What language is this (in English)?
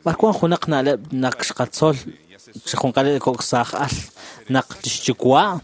Kekchí